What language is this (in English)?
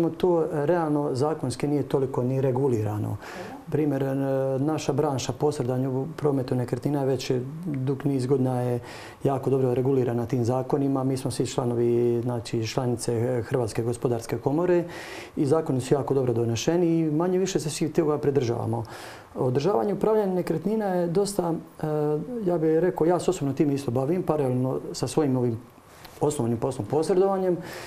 Croatian